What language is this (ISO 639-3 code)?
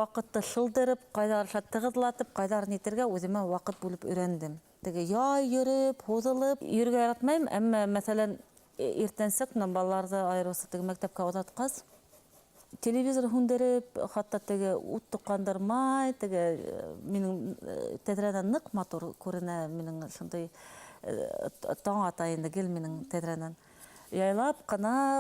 bak